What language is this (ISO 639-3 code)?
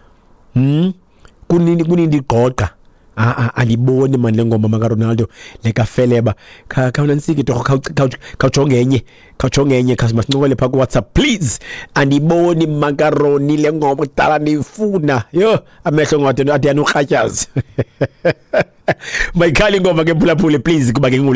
xho